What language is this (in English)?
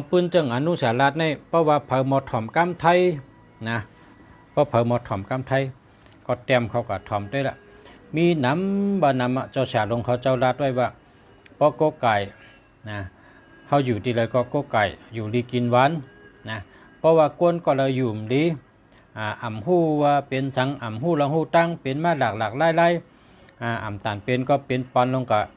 Shan